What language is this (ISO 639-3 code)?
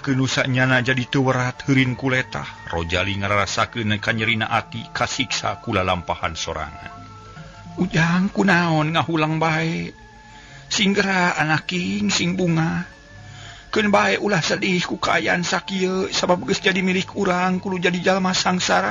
sun